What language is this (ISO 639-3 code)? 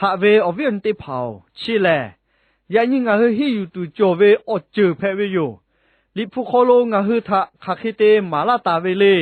lhu